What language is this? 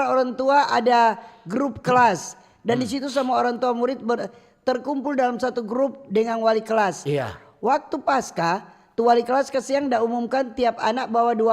Manado Malay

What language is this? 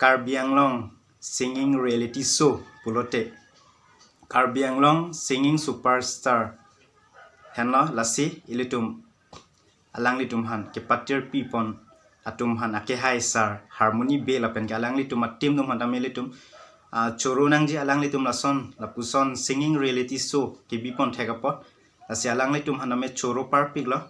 Karbi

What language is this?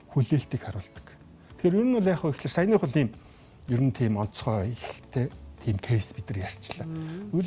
Mongolian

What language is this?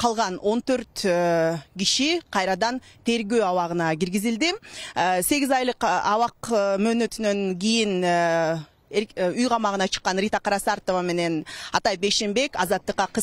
Kyrgyz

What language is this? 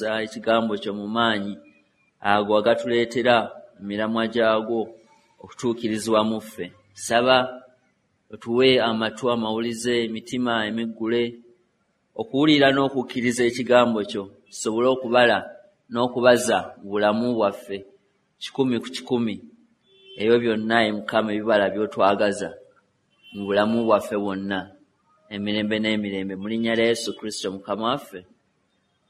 Ganda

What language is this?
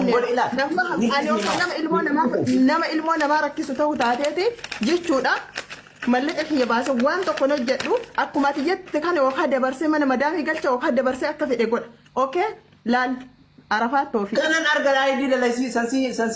Oromo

